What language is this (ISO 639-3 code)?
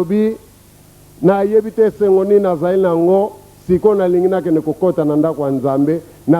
lin